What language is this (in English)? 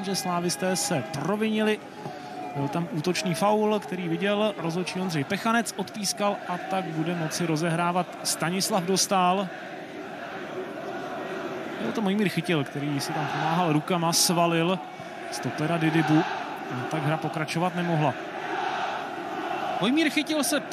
Czech